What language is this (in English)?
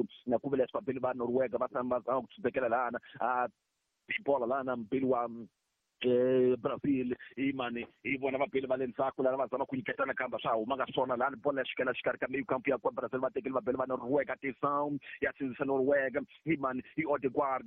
Tsonga